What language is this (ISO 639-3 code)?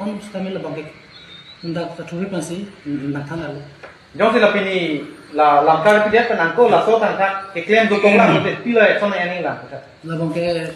mjw